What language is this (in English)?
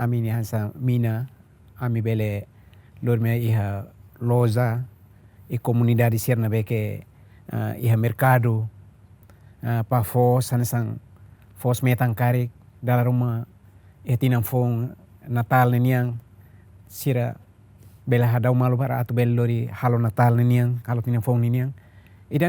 Tetum